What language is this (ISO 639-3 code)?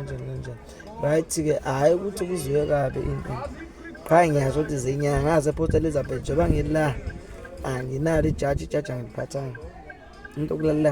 zul